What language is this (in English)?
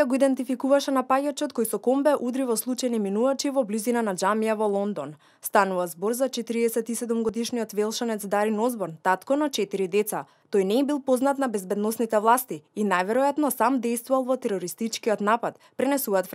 Macedonian